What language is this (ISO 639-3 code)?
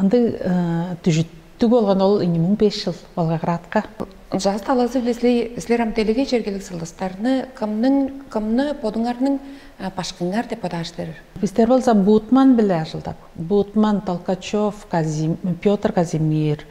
tyv